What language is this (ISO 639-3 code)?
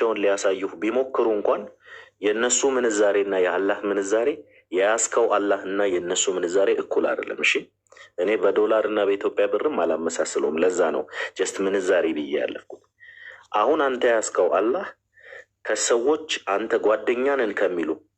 amh